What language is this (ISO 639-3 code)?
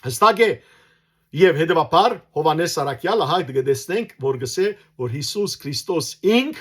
hyw